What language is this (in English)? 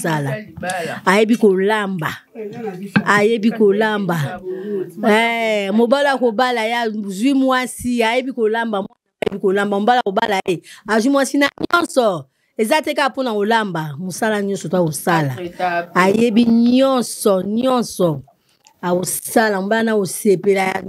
Lingala